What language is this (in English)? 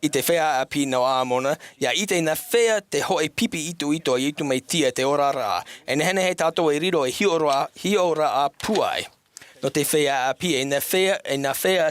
Tahitian